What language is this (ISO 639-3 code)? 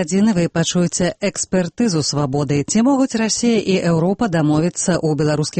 bel